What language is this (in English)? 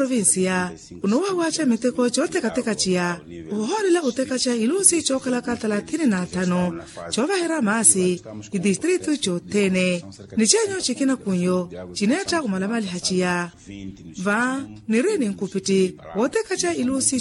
Makhuwa